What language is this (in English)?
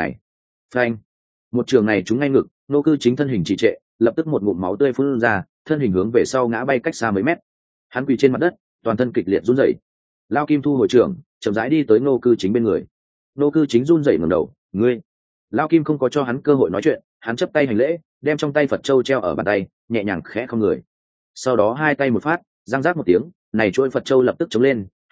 Vietnamese